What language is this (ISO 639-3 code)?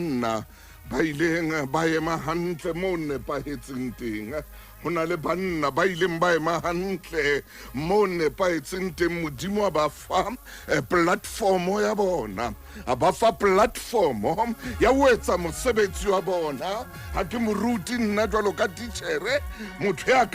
sot